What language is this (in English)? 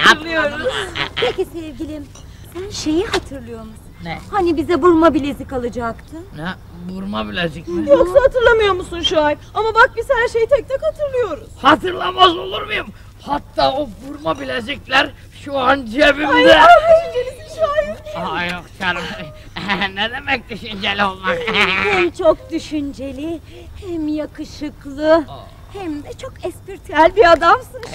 Turkish